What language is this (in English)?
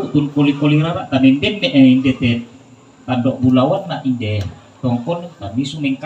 Toraja-Sa'dan